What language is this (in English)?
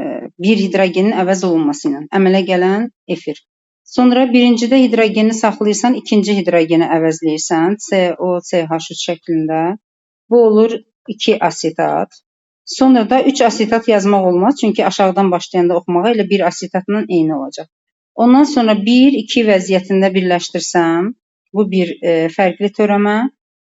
Azerbaijani